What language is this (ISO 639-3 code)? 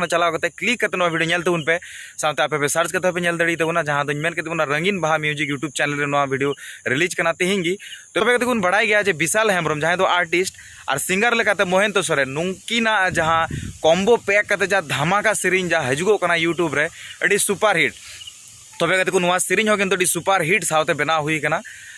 sat